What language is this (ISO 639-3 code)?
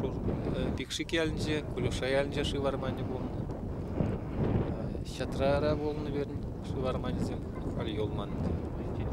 chv